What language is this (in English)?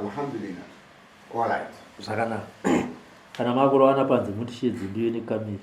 Shona